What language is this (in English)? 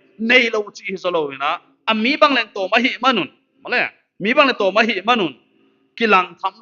Paite Chin